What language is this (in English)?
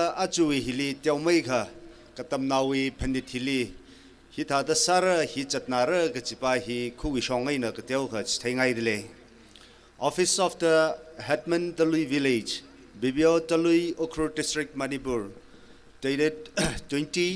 Tangkhul Naga (India)